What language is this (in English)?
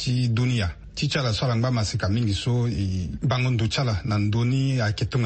Sango